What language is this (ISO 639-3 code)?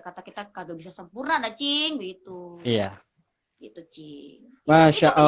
bew